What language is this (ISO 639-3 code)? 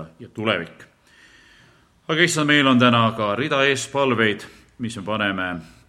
est